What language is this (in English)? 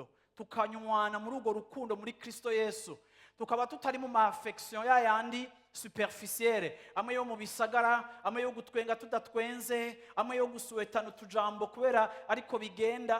Rundi